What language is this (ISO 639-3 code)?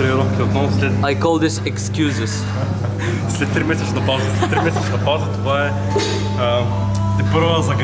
bul